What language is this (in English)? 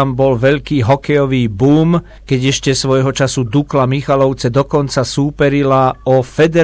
Slovak